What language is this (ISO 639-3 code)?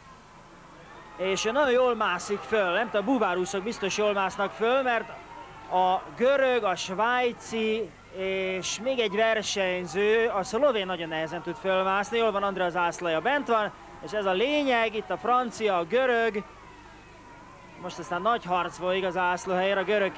hun